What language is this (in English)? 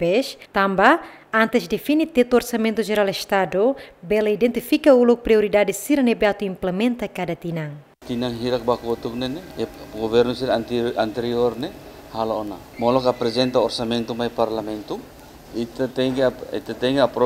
Tetum